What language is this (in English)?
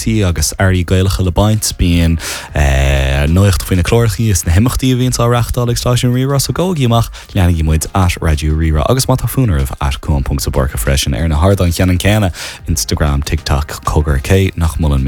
Irish